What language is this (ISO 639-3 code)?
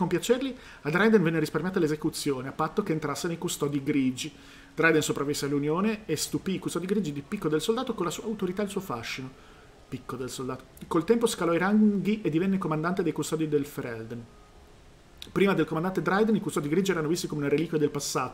ita